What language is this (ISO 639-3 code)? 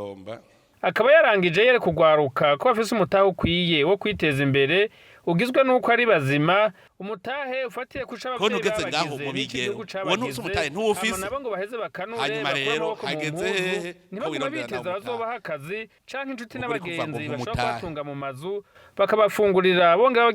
run